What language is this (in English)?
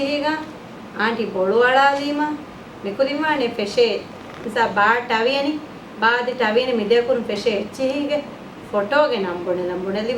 Divehi